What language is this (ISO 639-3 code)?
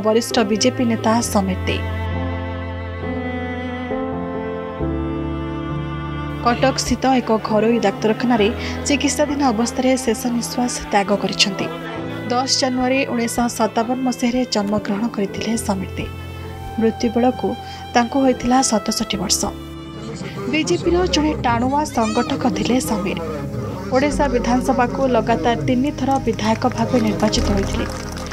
ori